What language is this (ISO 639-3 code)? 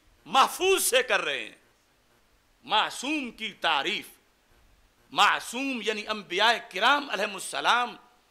urd